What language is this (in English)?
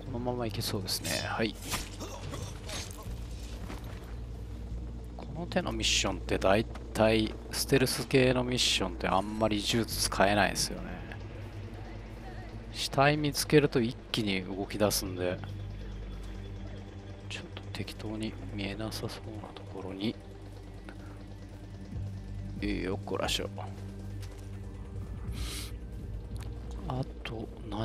Japanese